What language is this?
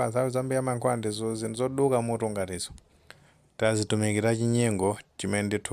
Nyanja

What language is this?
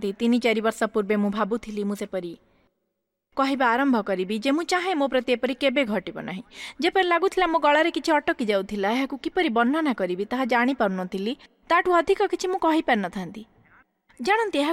Odia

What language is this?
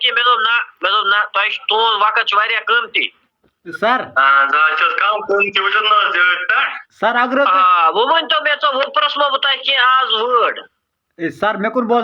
Kashmiri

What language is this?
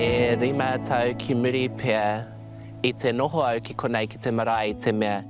Māori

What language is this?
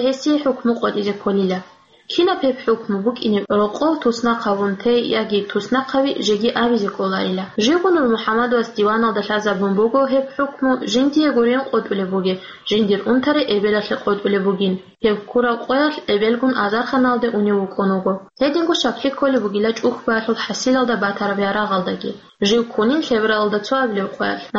Avaric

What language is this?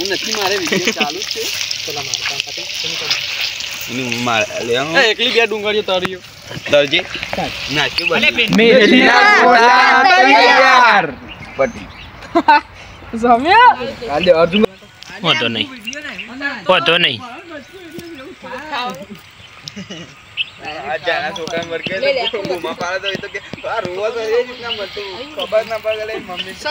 Gujarati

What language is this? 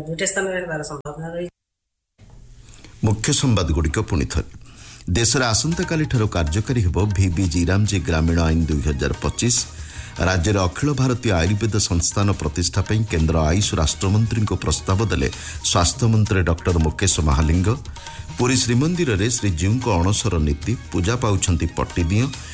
Odia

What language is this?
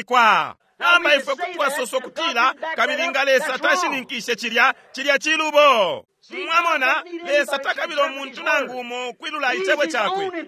Bemba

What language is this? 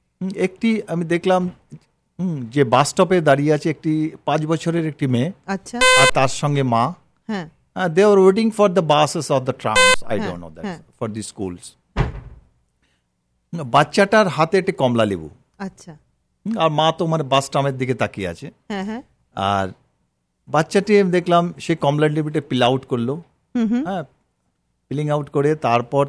Bangla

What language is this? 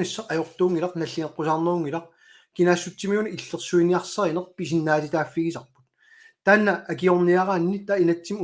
Kalaallisut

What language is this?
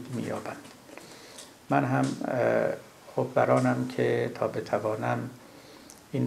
Persian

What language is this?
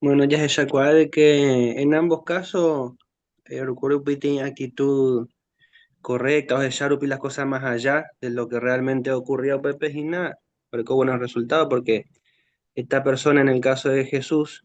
Guarani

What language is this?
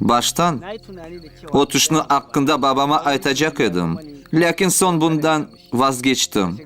Crimean Tatar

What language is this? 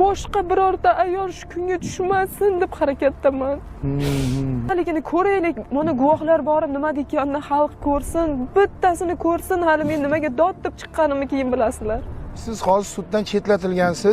Uzbek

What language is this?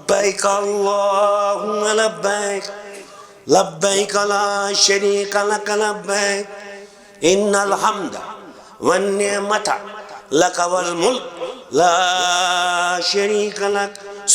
Kashmiri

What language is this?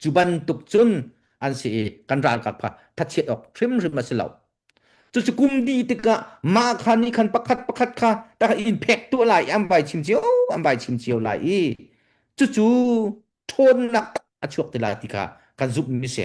Hakha Chin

